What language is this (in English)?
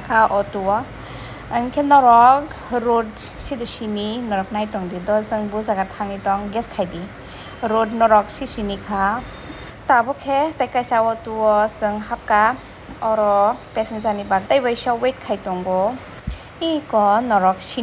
Kok Borok